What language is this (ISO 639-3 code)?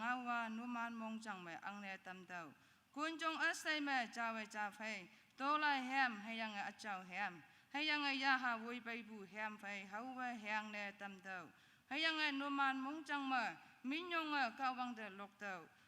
nag